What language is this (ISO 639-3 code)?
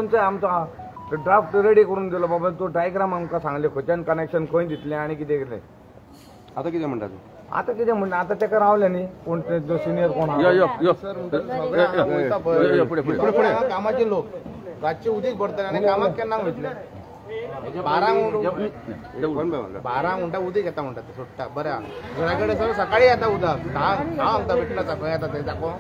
kok